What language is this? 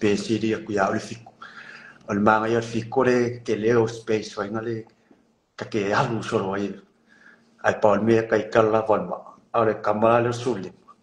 Samoan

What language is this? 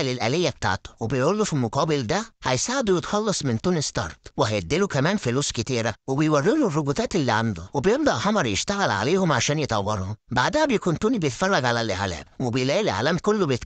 Egyptian Arabic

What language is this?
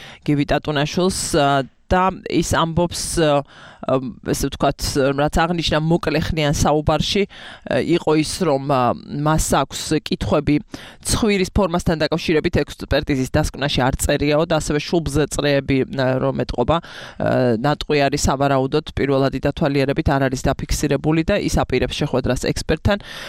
Georgian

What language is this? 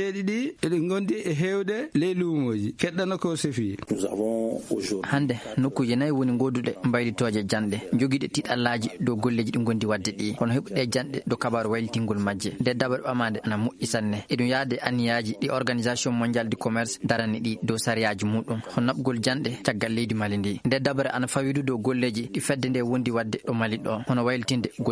Fula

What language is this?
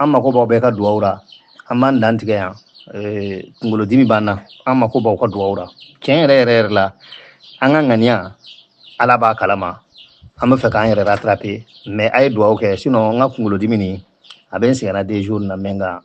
Bambara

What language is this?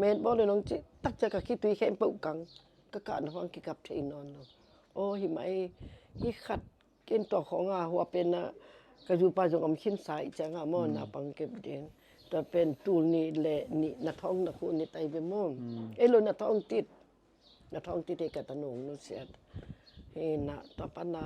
Tedim Chin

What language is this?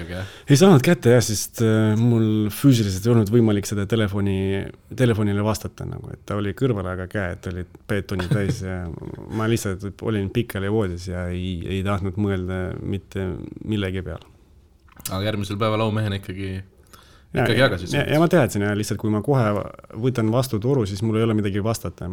Estonian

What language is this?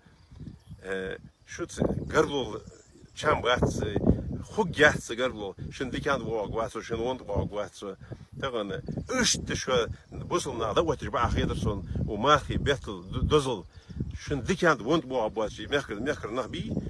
Ingush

